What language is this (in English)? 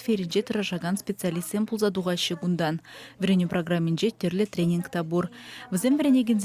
Chuvash